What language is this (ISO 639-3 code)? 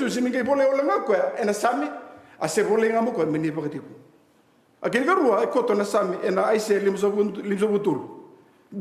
fij